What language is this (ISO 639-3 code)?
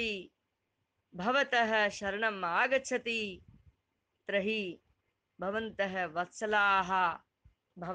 san